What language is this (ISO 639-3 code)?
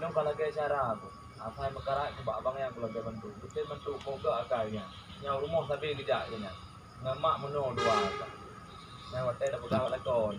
ace